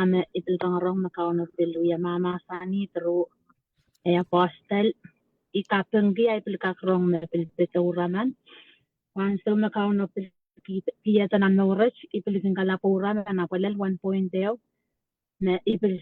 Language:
Pohnpeian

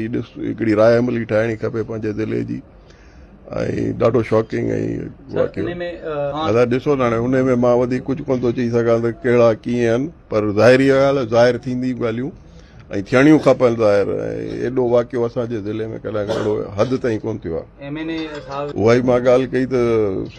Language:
Sindhi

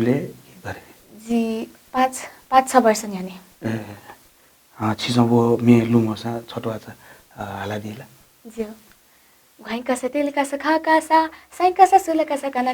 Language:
Newari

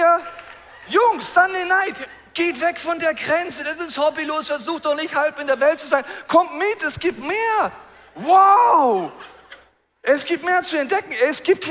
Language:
Swiss German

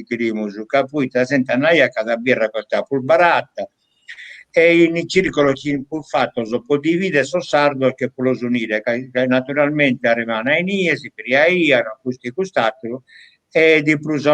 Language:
Sardinian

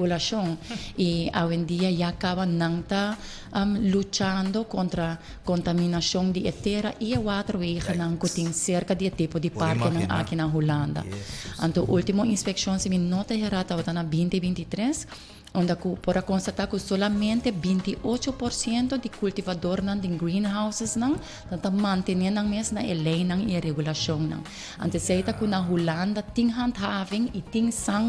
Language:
Papiamento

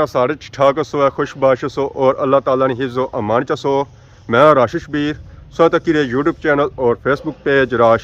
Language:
Pahari-Potwari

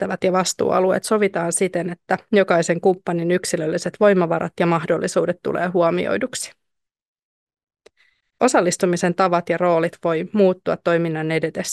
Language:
Finnish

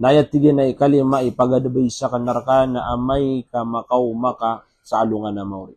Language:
Maranao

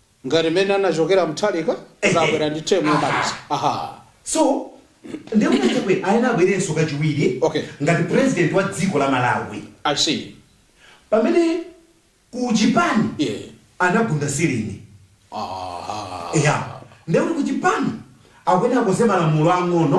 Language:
Nyanja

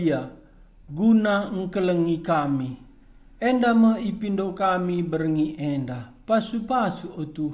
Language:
Batak Karo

